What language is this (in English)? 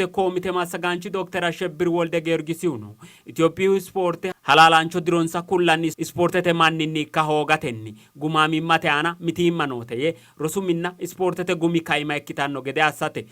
Sidamo